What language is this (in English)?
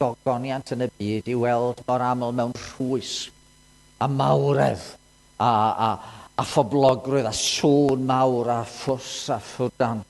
Welsh